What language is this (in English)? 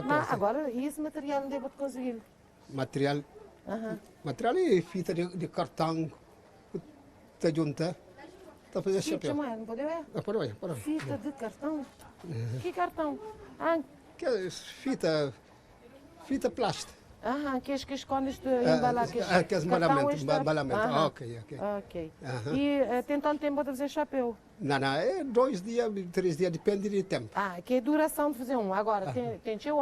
Kabuverdianu